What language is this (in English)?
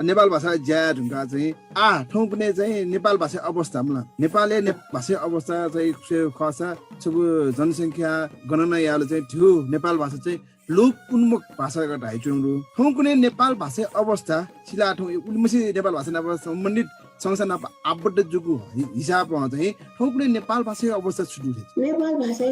Newari